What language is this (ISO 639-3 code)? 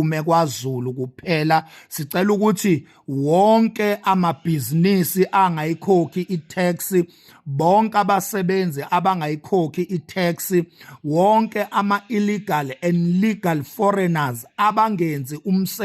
zul